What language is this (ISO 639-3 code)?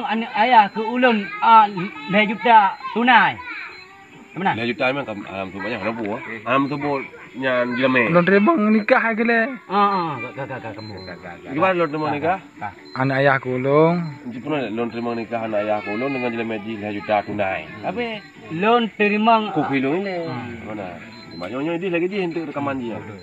ace